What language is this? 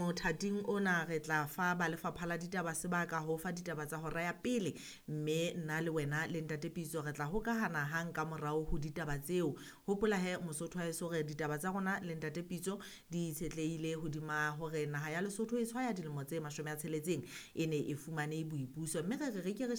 Southern Sotho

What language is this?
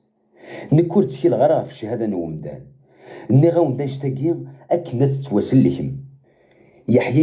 Kabyle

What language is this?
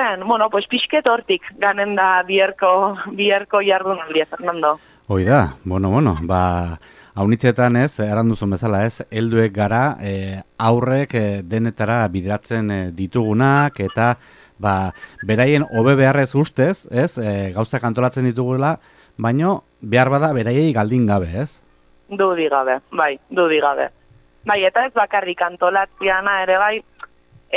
Basque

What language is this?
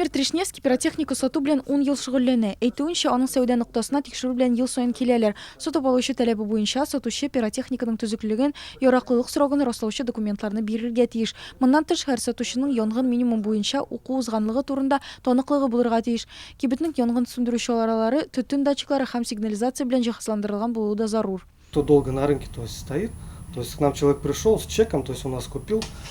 Tatar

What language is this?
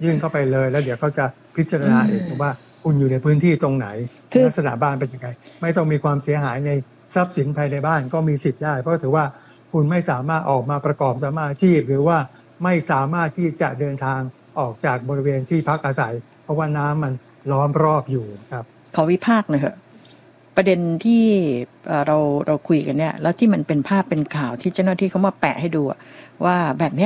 Thai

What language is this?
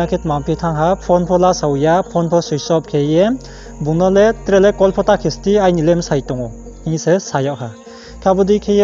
Riang (India)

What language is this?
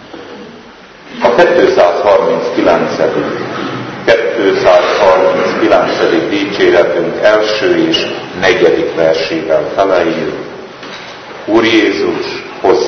Hungarian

